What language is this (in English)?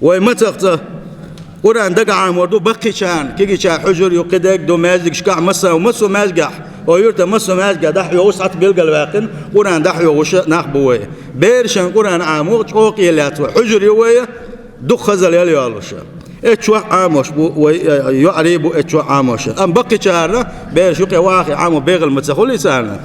Chechen